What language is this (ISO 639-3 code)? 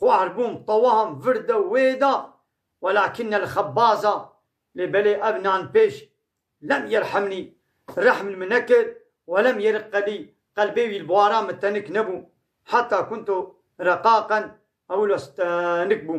kur